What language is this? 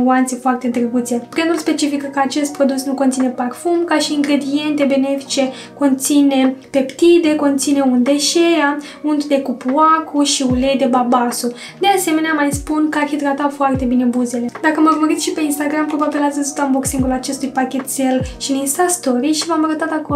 Romanian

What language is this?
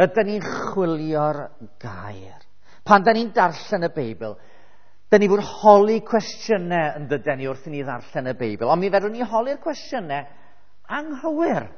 Welsh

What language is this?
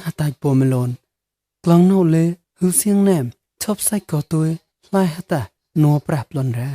Mon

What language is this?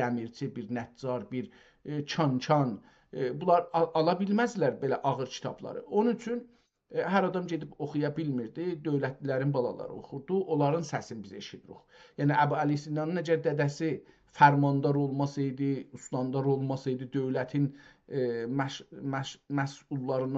South Azerbaijani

